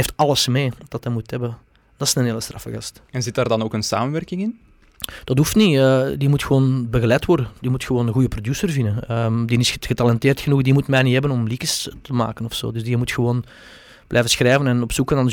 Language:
Dutch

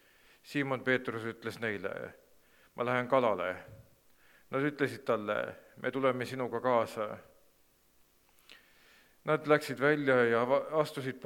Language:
Estonian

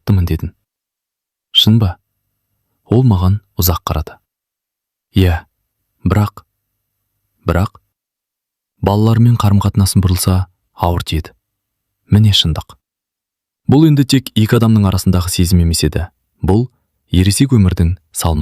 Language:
Kazakh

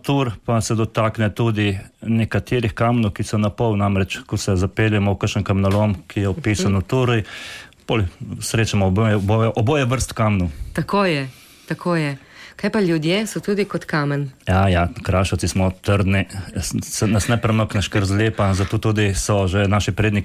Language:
Slovenian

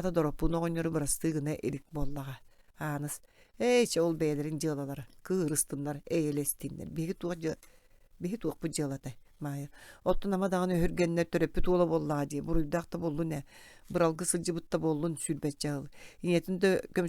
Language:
Yakut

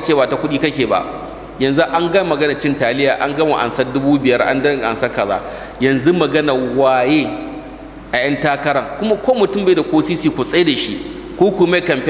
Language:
Hausa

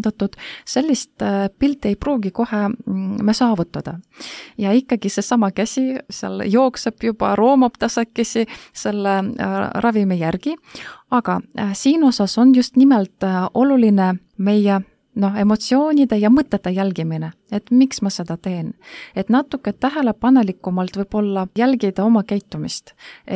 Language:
Estonian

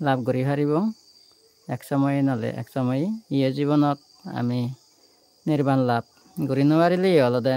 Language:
Chakma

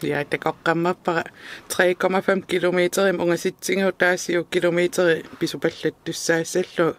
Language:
Kalaallisut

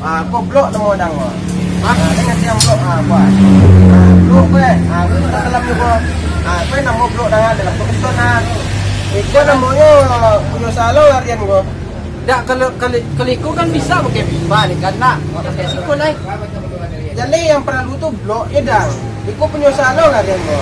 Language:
Minangkabau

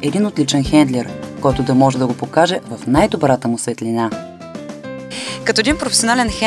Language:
Bulgarian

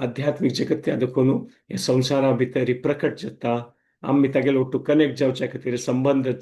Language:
Konkani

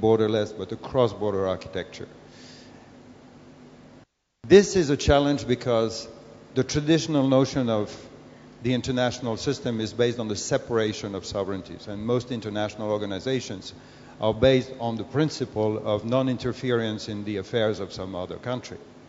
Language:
English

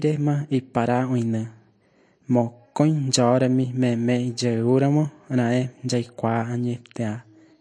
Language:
Guarani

